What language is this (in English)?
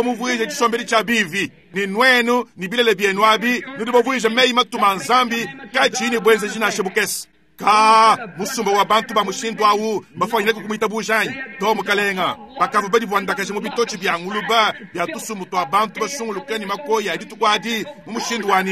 Luba-Lulua